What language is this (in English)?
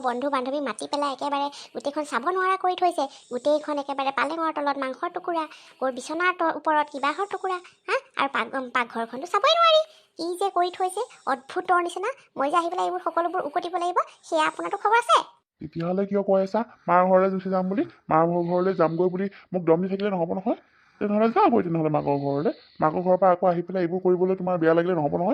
Assamese